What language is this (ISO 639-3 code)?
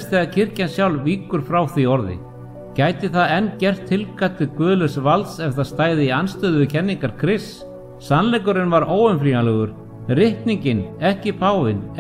isl